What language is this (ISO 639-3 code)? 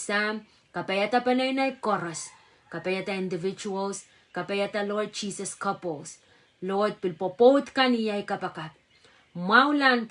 pon